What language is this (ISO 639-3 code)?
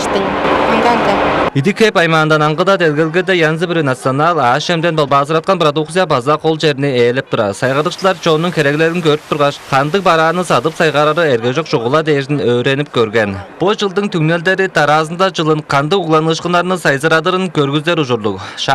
tyv